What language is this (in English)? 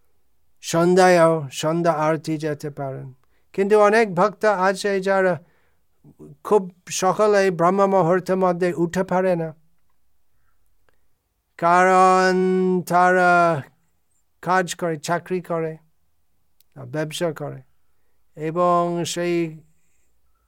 Bangla